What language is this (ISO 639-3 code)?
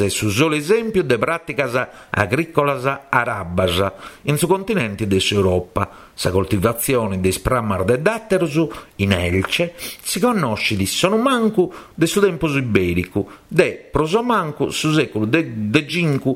srd